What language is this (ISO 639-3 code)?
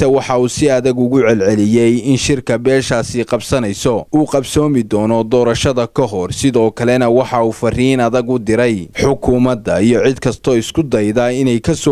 som